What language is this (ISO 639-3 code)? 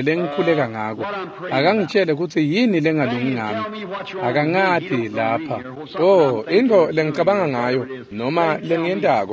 ssw